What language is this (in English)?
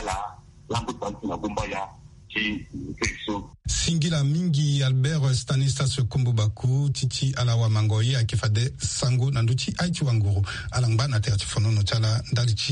Sango